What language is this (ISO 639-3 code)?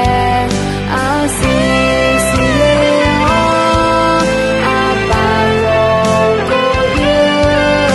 ahk